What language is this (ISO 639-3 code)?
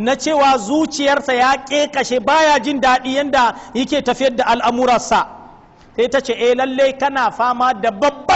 hau